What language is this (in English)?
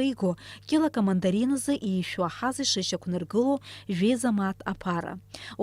Abkhazian